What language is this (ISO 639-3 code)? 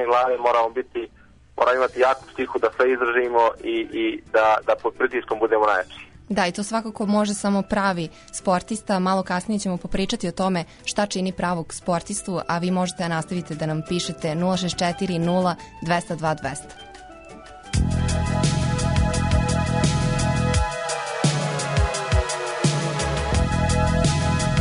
srp